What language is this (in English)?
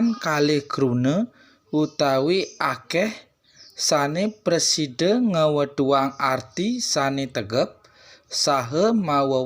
Balinese